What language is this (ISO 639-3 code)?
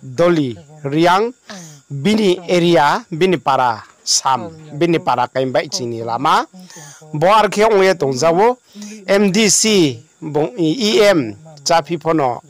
ria